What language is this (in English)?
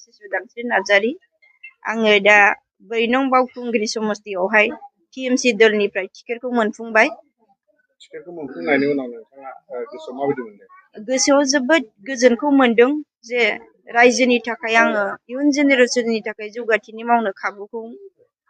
Bodo